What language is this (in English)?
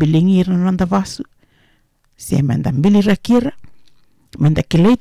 Fijian